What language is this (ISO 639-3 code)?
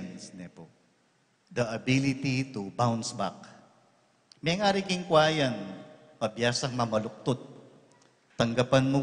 pam